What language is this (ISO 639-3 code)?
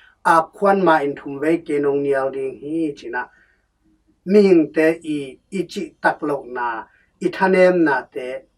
ctd